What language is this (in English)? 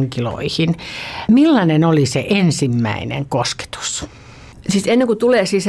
Finnish